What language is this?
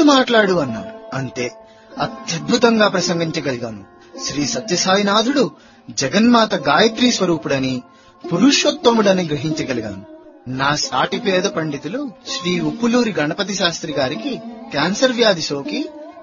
Telugu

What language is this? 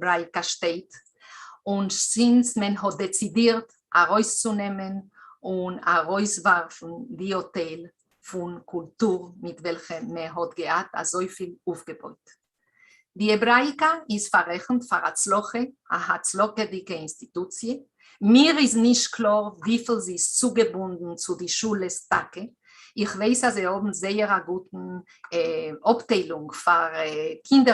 Yiddish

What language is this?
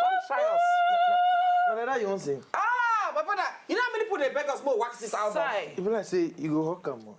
Nigerian Pidgin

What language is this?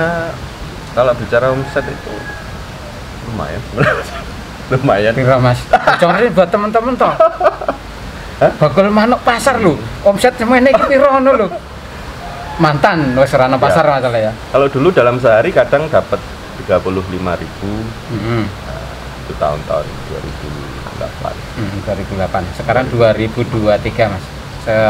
Indonesian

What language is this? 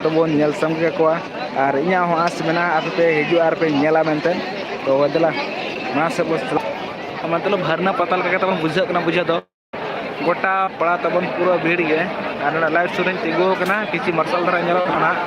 Santali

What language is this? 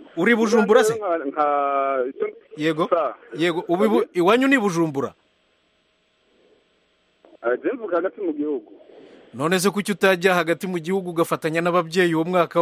Kinyarwanda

